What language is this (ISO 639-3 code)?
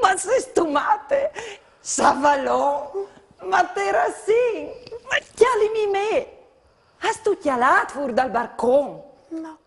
fur